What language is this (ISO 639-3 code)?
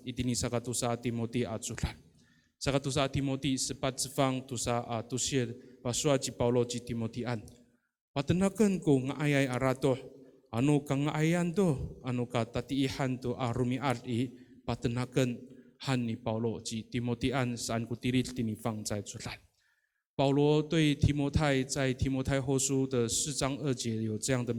ami